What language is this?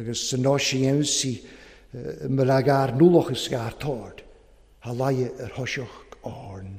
Welsh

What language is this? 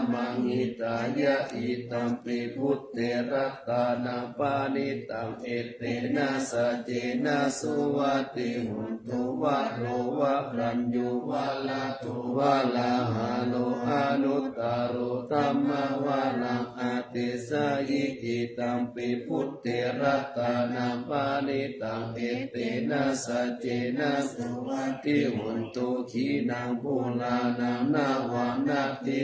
Pali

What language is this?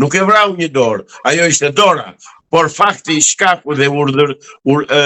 Albanian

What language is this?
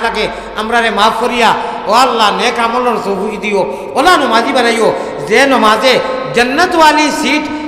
Sylheti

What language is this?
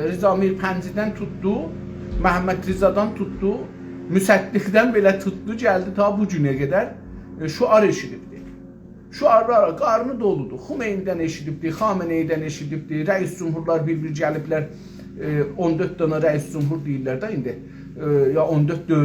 South Azerbaijani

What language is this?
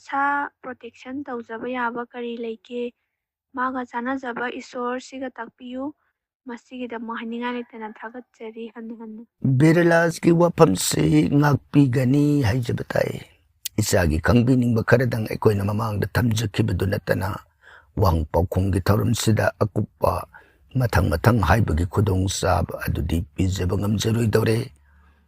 Manipuri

